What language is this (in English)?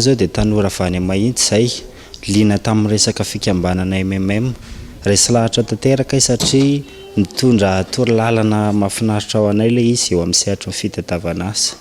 Malagasy